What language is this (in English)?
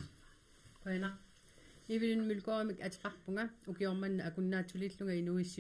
Kalaallisut